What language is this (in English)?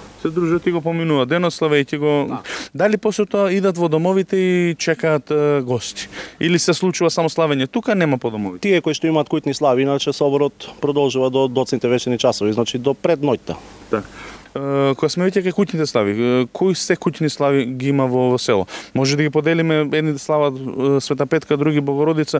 Macedonian